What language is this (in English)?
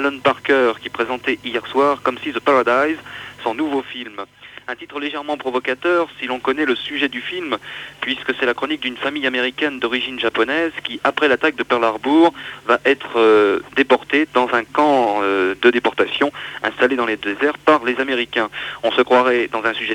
French